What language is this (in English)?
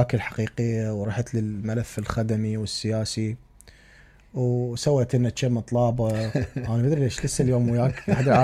Mesopotamian Arabic